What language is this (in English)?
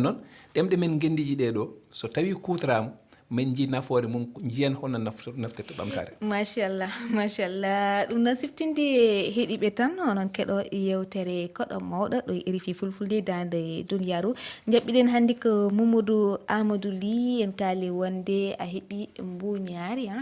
Fula